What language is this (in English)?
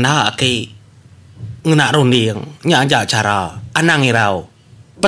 Iban